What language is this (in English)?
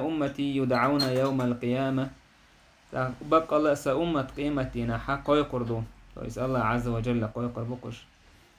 Chechen